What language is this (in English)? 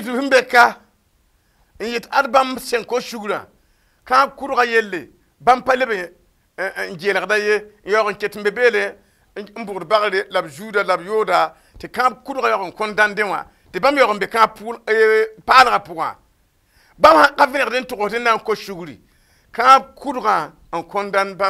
Mossi